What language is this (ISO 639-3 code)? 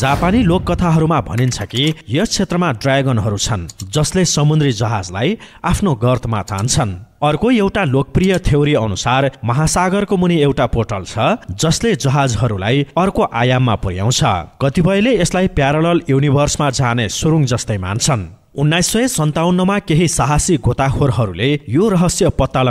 nep